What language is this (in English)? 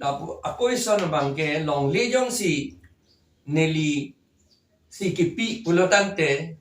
Karbi